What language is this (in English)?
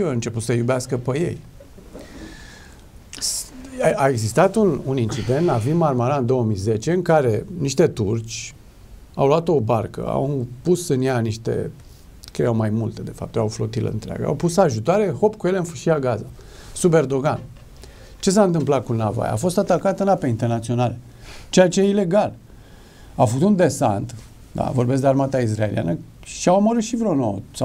Romanian